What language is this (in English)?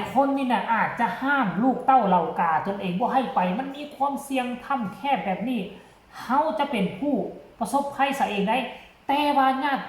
Northeastern Thai